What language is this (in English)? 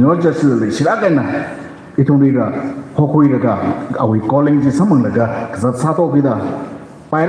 Tangkhul Naga (India)